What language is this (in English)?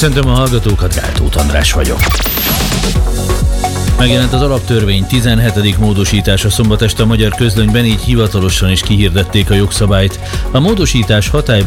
Hungarian